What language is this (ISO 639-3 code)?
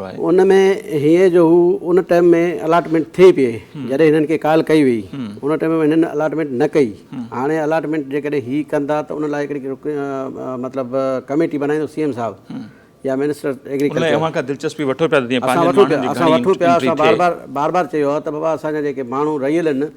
snd